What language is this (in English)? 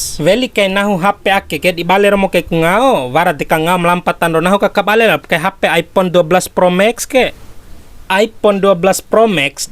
Bima